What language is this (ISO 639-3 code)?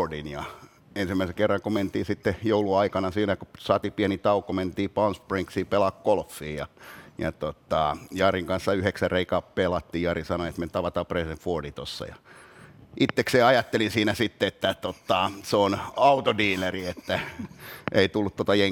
fin